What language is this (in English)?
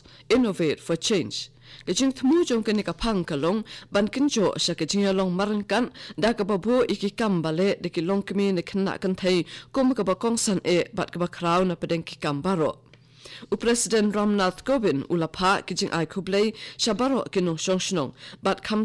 Khasi